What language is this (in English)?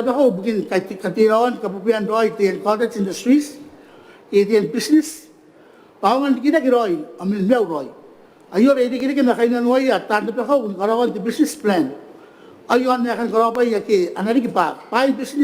Gilbertese